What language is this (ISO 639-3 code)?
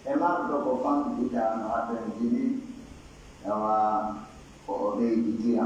fuf